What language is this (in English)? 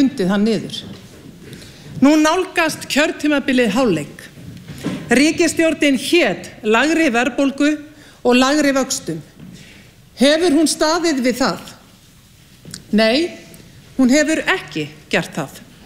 Icelandic